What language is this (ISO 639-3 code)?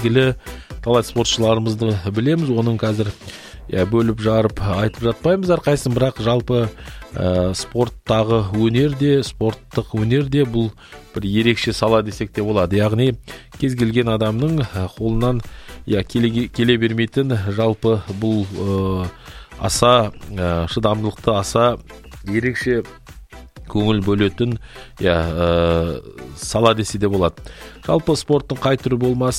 kaz